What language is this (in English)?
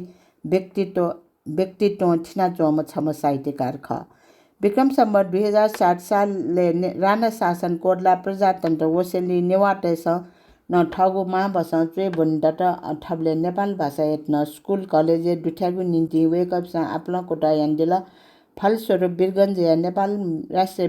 Newari